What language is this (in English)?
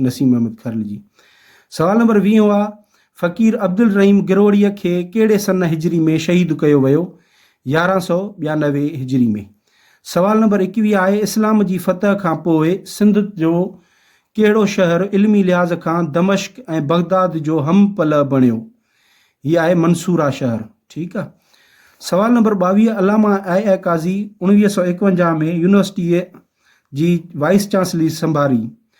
Sindhi